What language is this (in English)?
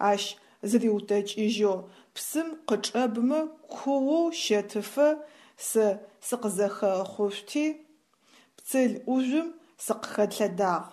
Adyghe